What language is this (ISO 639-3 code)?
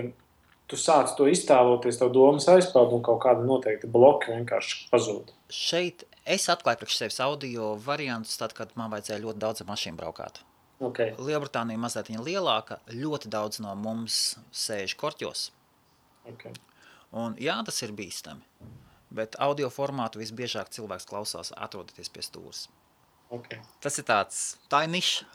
lav